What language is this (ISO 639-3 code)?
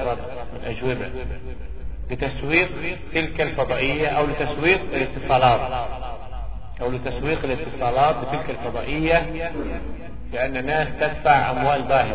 ara